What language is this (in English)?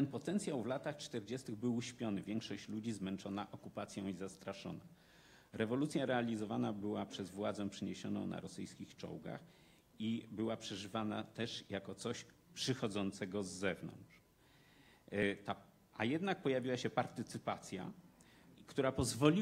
Polish